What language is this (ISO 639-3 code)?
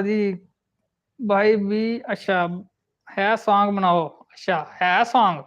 doi